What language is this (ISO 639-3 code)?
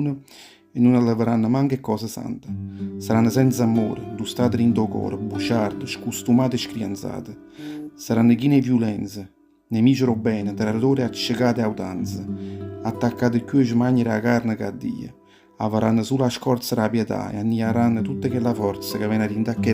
nap